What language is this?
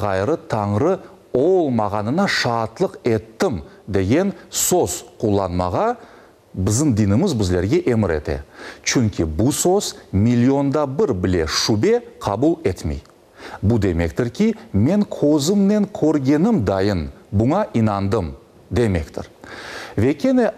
Crimean Tatar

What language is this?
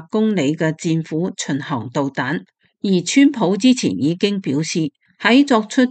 Cantonese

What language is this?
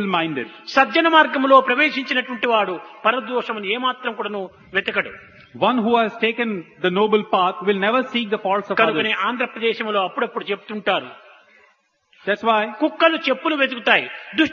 Telugu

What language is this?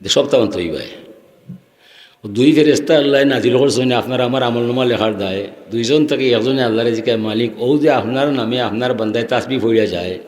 Sylheti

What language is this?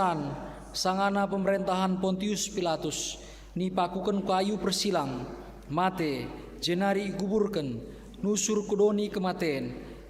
Batak Karo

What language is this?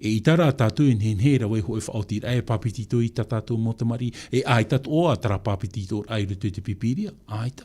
Tahitian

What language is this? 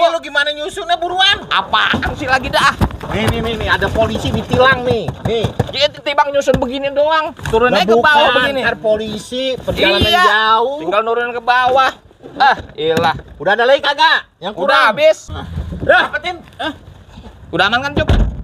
Betawi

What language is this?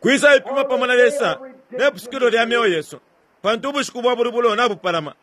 Bemba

